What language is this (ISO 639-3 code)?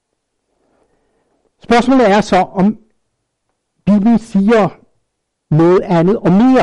dan